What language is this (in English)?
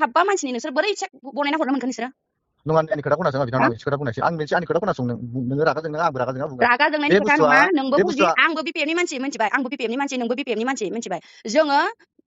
Bodo